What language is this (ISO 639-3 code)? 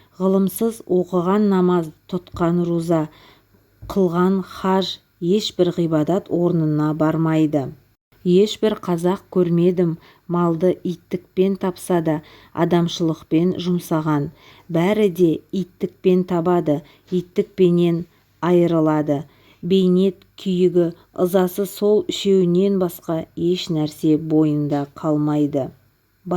kaz